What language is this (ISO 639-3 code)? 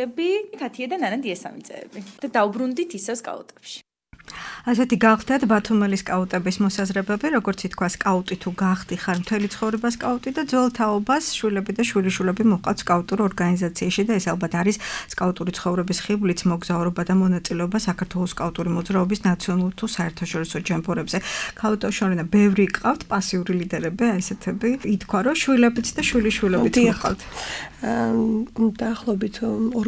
kat